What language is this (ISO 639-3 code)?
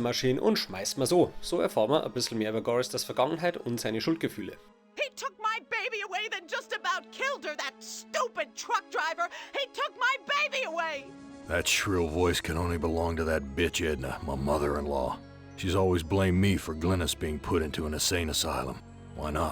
bar